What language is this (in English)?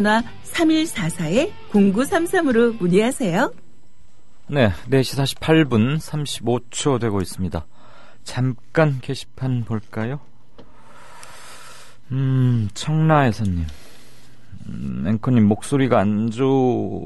Korean